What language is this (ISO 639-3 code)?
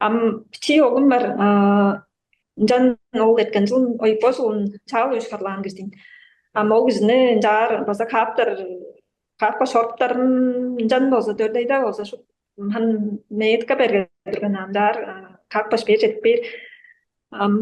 tyv